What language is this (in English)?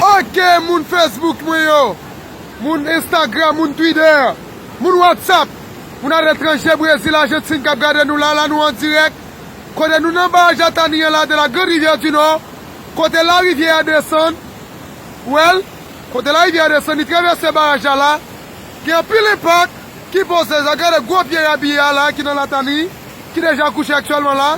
Haitian Creole